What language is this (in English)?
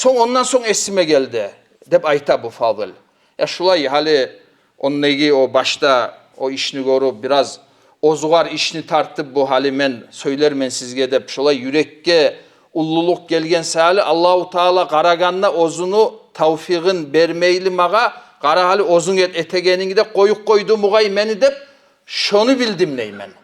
Kumyk